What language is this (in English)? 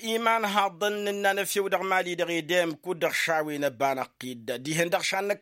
Tamasheq